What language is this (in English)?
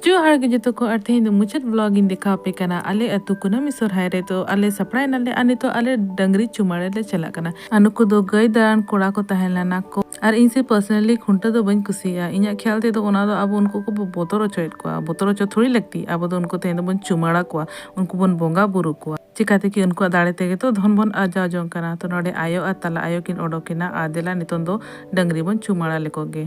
Santali